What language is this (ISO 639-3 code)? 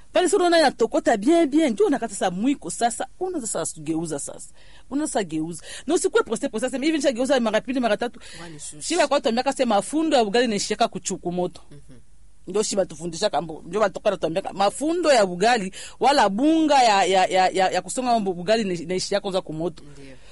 swa